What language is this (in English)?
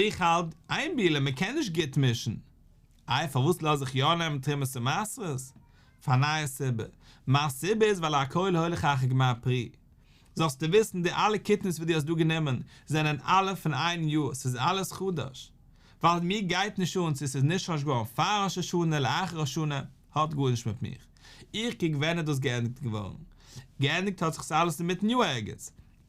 Yiddish